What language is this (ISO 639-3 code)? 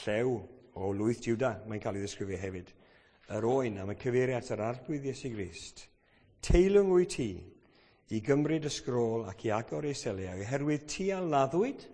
cym